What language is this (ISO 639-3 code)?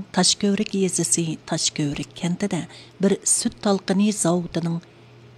uig